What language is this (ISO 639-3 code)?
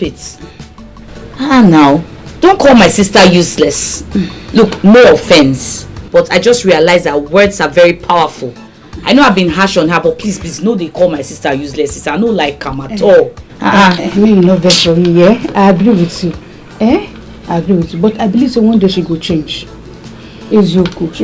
pcm